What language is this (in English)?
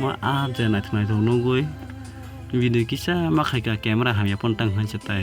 Kok Borok